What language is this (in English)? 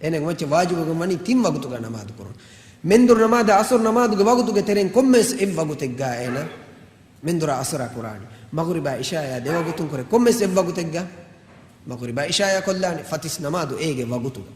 Divehi